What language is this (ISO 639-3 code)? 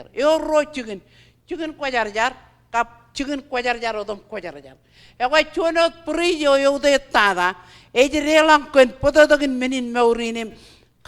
mah